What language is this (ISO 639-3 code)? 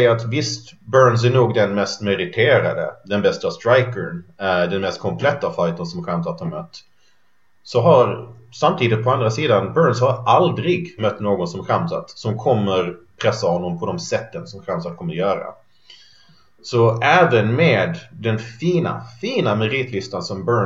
swe